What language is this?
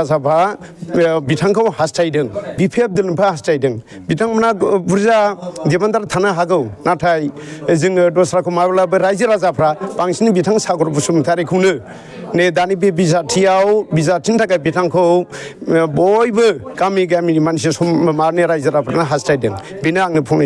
Bodo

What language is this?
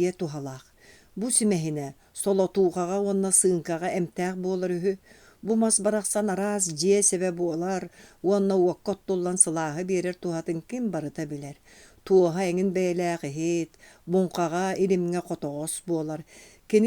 Yakut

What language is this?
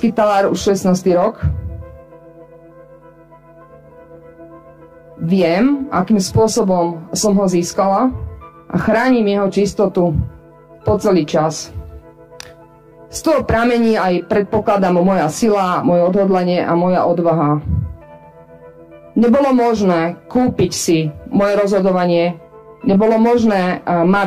Slovak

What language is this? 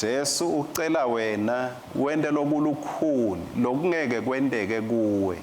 Swati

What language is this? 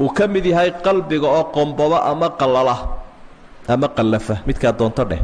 Somali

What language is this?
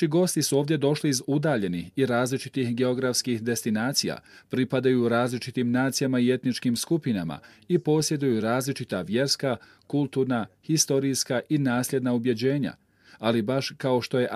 Bosnian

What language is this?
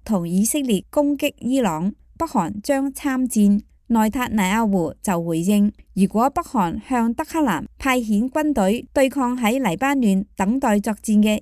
Cantonese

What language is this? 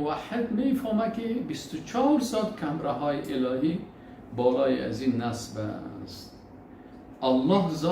Persian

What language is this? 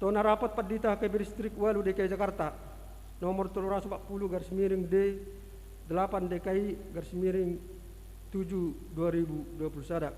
Batak Toba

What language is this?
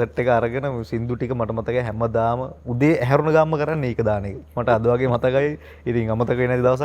Sinhala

